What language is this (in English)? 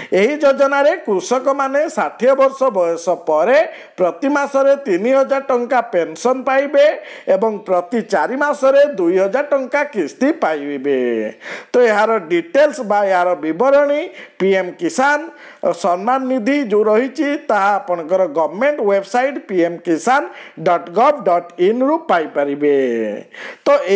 Odia